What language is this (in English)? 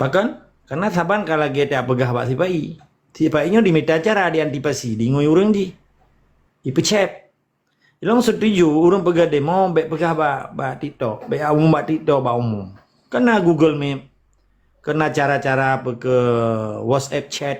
Achinese